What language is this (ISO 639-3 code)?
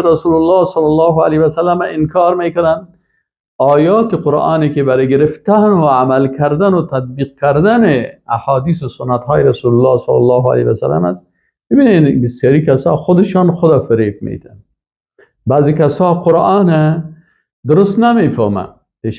fas